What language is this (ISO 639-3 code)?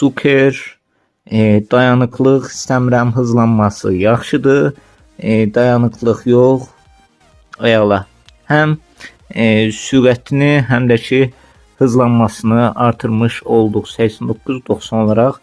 aze